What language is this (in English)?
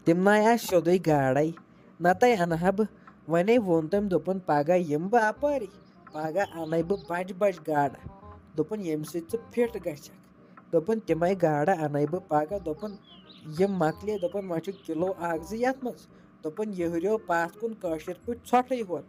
Kashmiri